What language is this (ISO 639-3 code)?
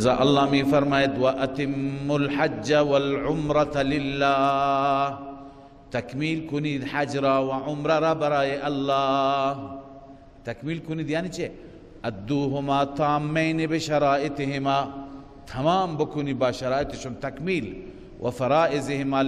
fas